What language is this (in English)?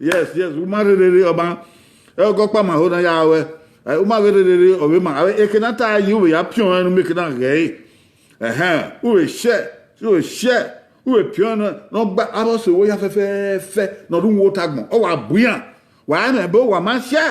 Bini